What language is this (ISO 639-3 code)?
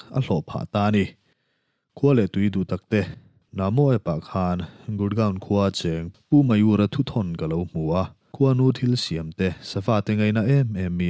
lus